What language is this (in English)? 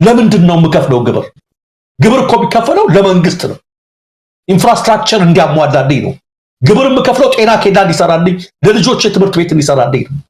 Amharic